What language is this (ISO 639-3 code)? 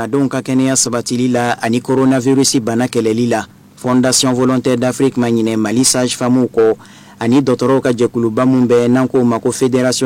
bam